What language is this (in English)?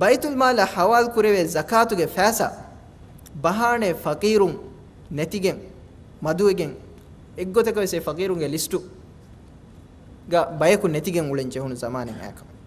Divehi